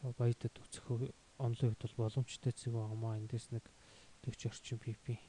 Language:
Mongolian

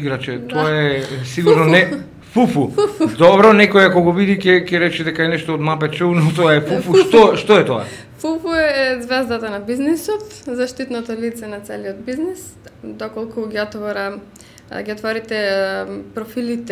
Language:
Macedonian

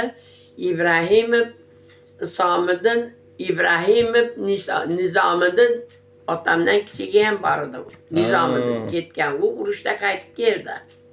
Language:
Uzbek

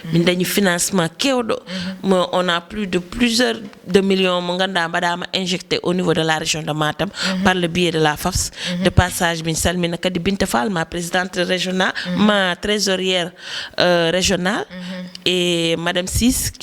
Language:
Fula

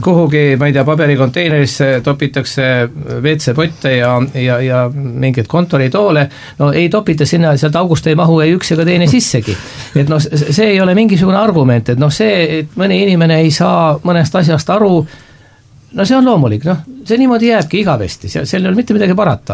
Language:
Estonian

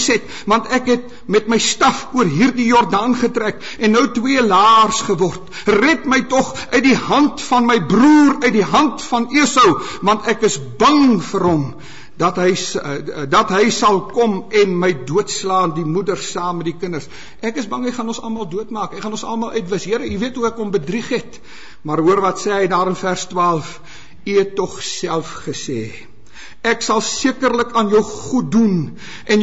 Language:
Afrikaans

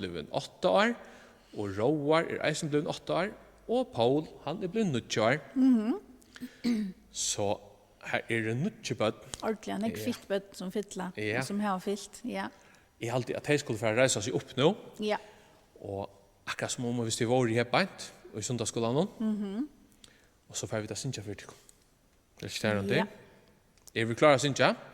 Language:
Faroese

